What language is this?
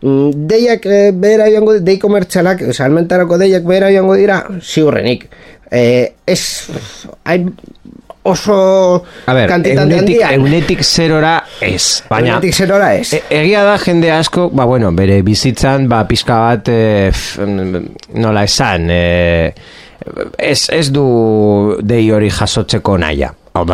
Basque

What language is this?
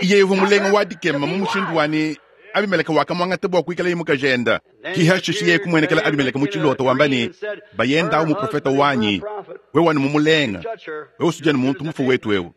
Luba-Lulua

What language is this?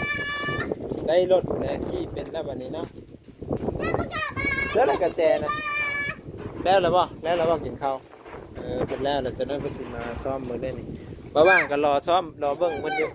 Lao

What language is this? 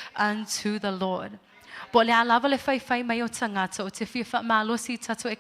Samoan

